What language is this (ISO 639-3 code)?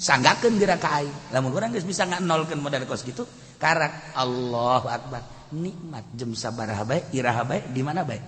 sun